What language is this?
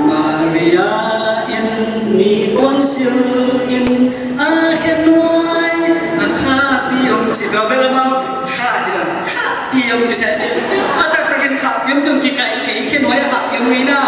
Tedim Chin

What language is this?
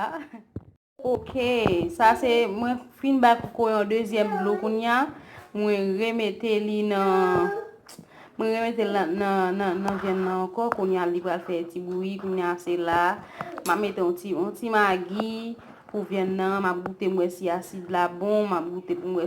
Haitian Creole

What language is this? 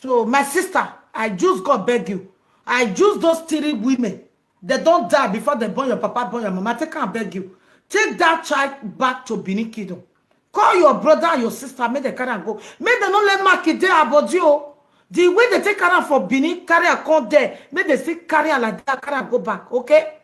Nigerian Pidgin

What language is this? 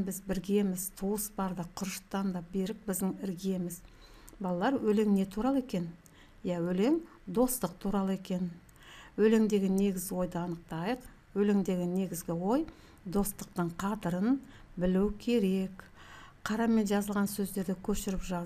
Kazakh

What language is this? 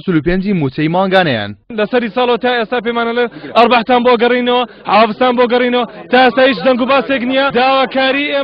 Central Kurdish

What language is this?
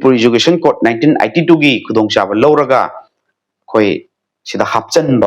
Manipuri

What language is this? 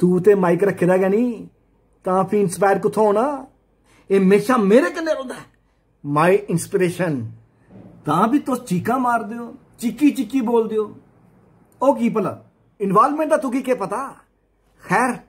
Dogri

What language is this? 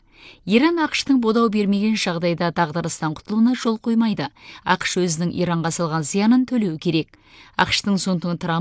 Kazakh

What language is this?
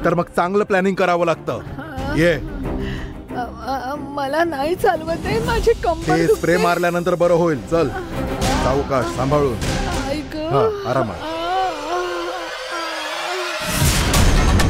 Marathi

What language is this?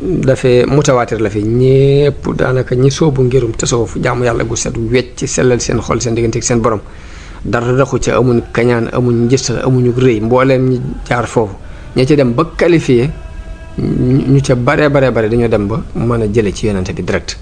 Wolof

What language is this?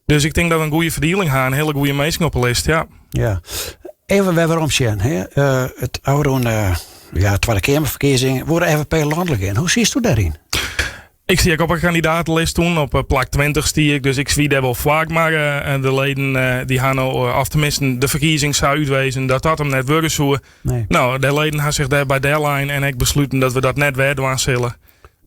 Western Frisian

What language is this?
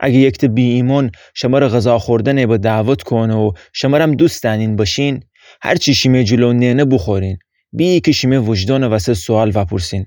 Gilaki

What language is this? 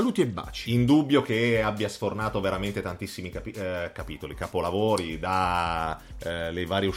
Italian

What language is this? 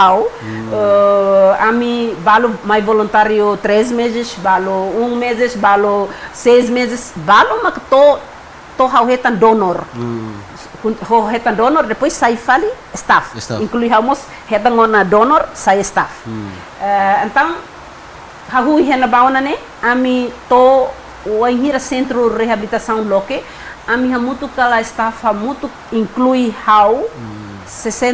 Tetum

